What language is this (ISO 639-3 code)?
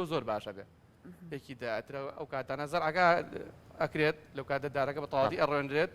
ckb